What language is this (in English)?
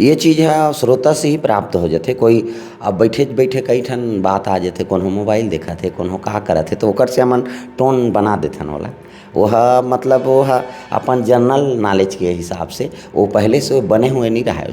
Chhattisgarhi